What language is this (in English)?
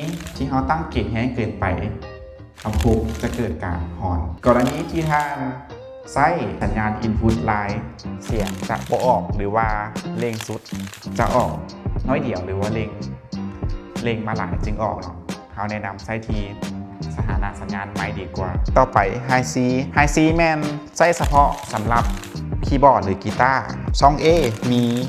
Lao